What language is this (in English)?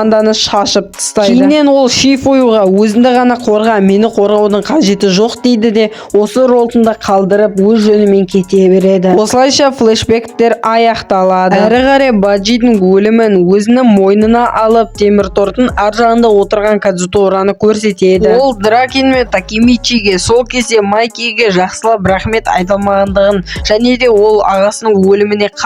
Kazakh